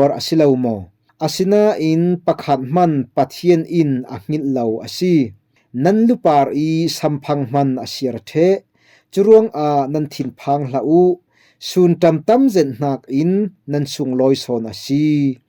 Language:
Falam Chin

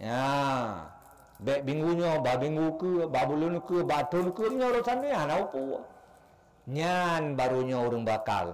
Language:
Achinese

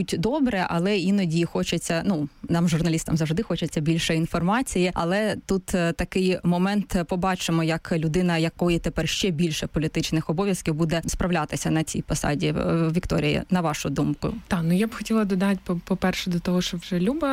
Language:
Ukrainian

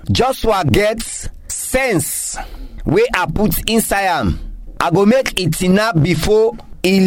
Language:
Krio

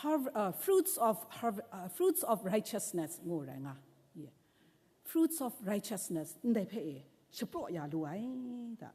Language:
Kachin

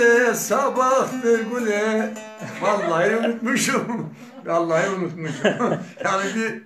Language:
Turkish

